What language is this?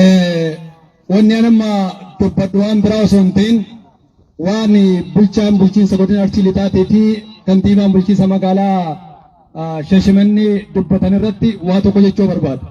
Oromo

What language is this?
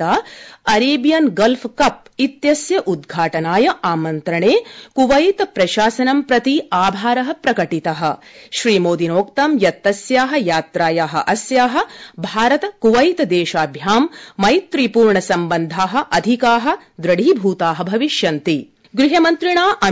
Sanskrit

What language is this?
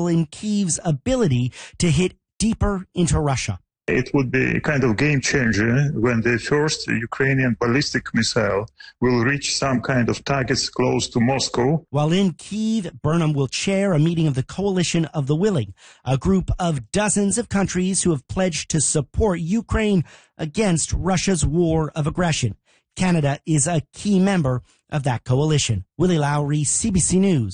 English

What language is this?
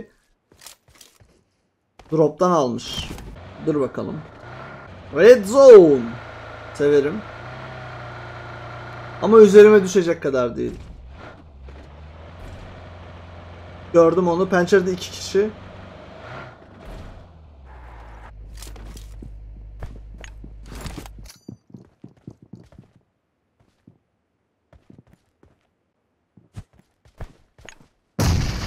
Turkish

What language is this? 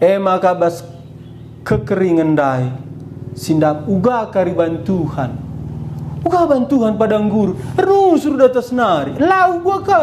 Batak Karo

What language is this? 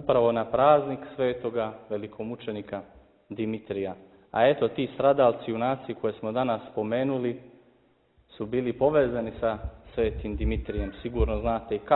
Serbian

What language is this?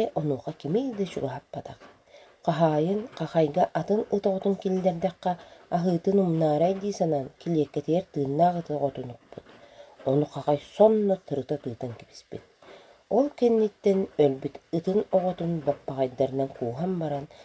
Yakut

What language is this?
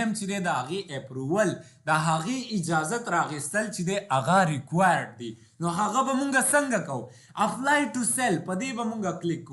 Pashto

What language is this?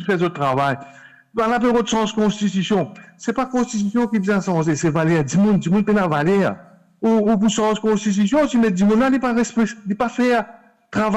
Morisyen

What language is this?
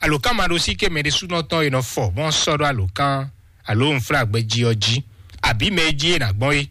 Fon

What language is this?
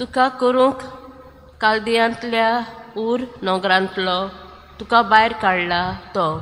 Konkani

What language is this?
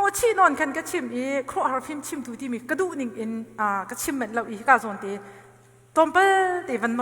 Hakha Chin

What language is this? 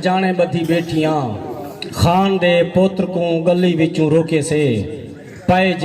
Saraiki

